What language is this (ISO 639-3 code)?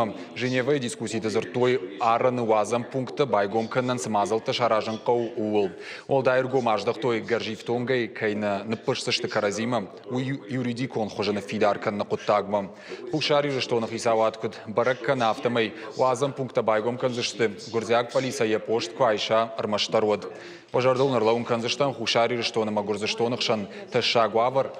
oss